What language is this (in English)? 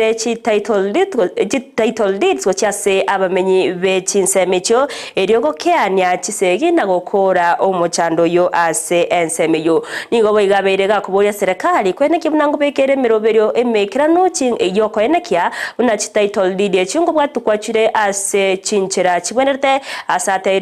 Gusii